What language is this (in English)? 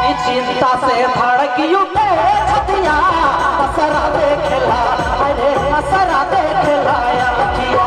Sadri